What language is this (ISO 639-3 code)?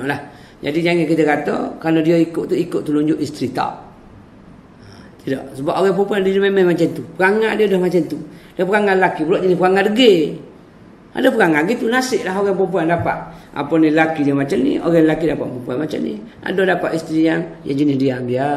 msa